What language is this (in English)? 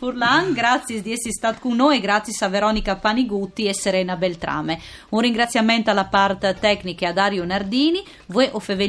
Friulian